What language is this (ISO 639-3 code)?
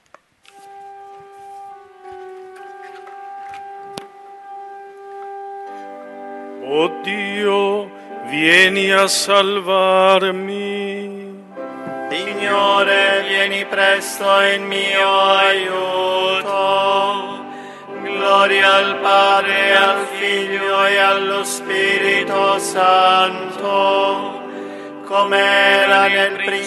ita